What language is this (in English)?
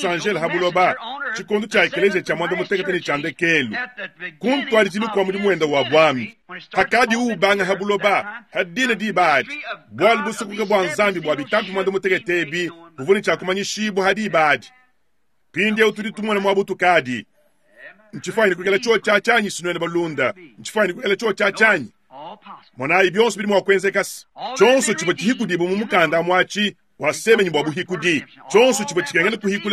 Luba-Lulua